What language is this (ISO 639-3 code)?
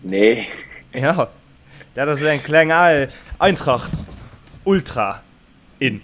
ltz